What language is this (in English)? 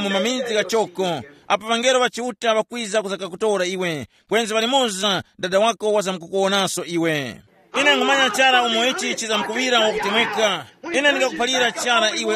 Tumbuka